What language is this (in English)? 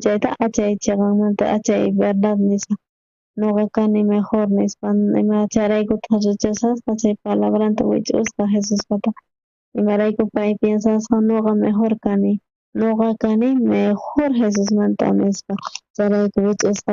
South Bolivian Quechua